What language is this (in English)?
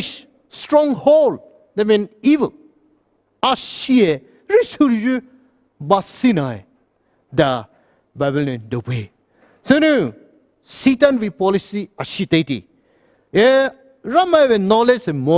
Poumei Naga